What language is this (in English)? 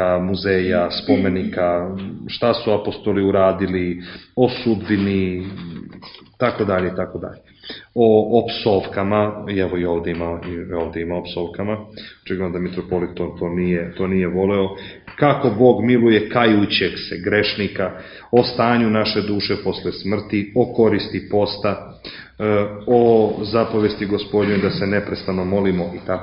Serbian